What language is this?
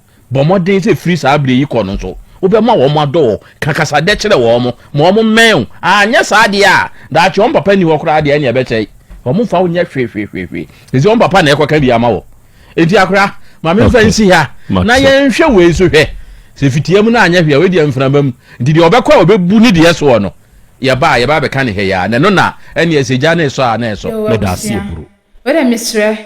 Akan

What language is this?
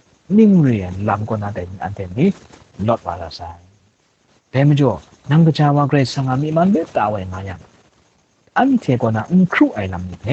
Kachin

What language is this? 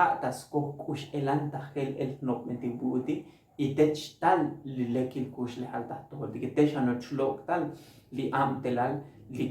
Tzotzil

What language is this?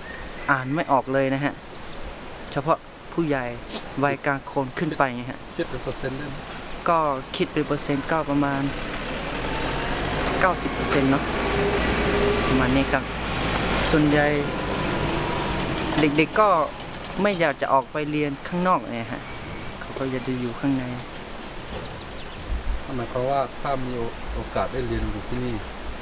Thai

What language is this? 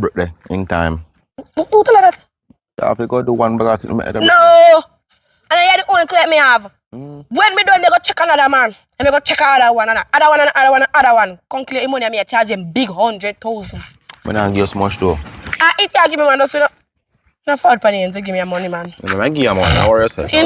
Jamaican Creole English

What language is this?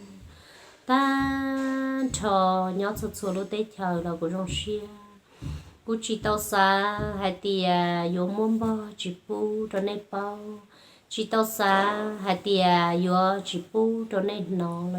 Hmong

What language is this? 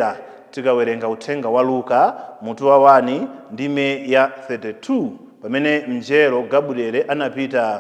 Nyanja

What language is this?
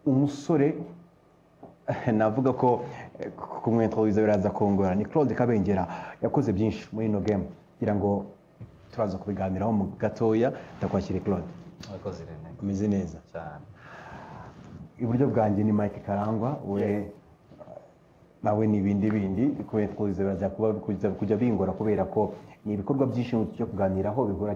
Kinyarwanda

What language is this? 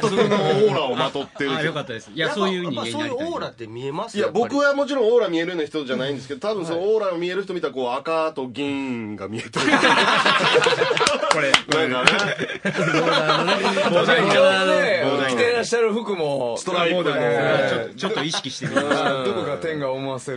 Japanese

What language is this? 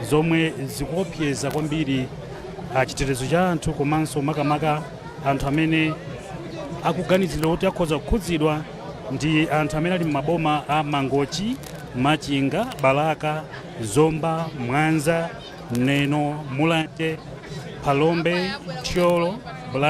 Nyanja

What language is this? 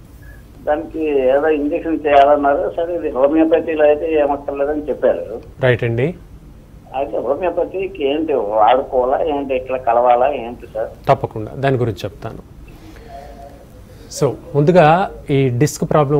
Telugu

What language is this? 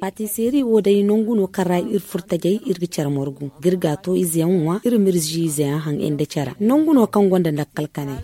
Zarma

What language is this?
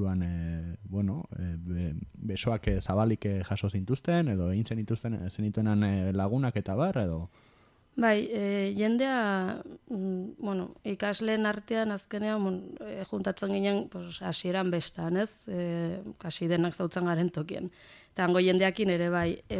Basque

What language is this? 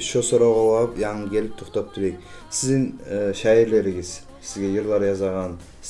Kumyk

